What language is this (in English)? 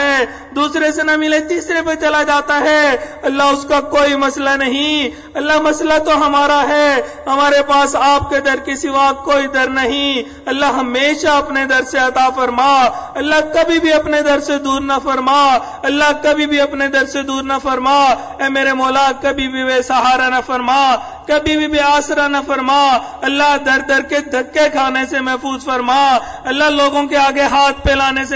Urdu